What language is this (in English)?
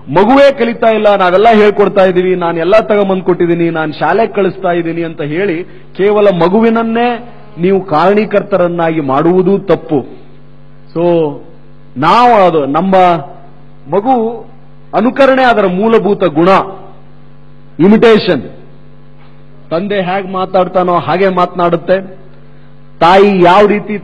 Kannada